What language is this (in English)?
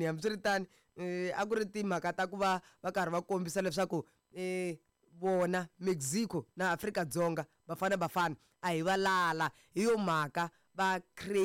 Tsonga